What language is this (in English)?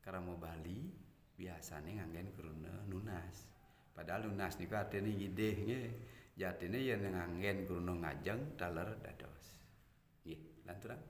Balinese